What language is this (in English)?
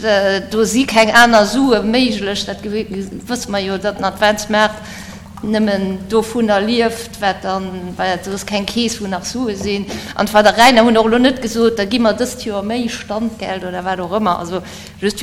Luxembourgish